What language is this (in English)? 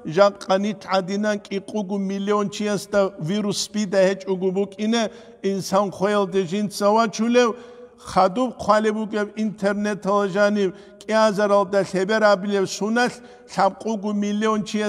Avaric